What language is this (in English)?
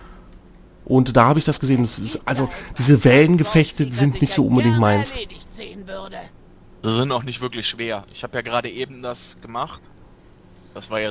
German